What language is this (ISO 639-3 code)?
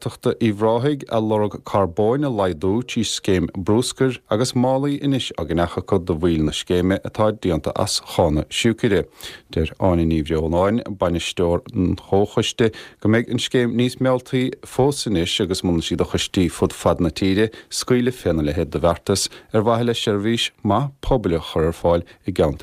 gle